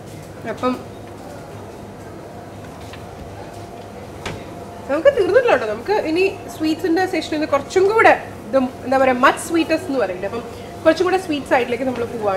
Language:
Malayalam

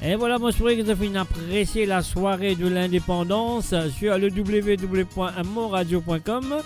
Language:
Morisyen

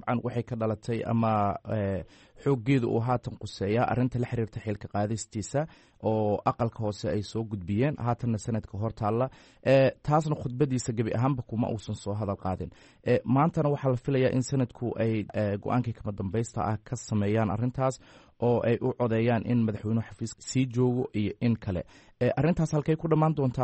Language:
Somali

